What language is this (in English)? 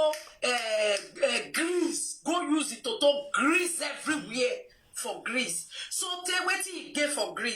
Nigerian Pidgin